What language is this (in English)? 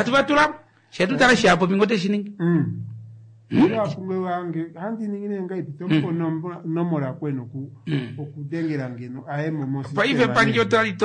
Kuanyama